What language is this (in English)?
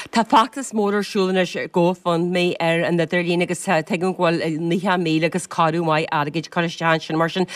Irish